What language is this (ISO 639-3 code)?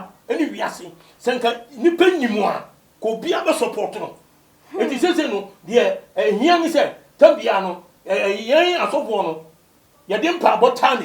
aka